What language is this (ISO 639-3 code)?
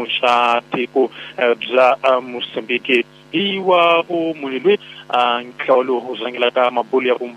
tso